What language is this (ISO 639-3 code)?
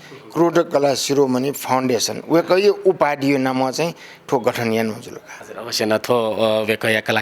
new